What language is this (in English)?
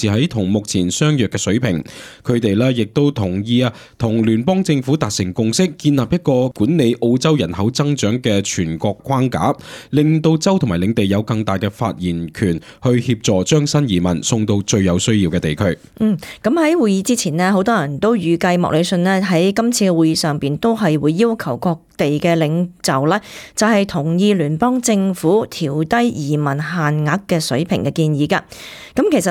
Cantonese